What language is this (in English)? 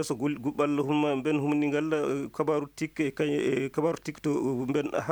Fula